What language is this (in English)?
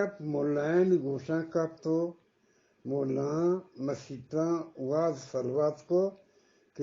Eastern Balochi